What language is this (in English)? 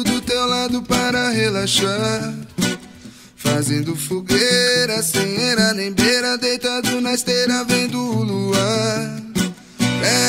Portuguese